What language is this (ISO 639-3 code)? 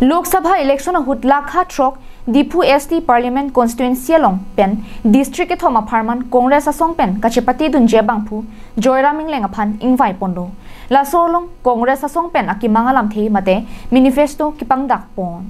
mjw